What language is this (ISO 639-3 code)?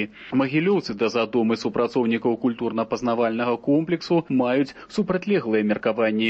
bel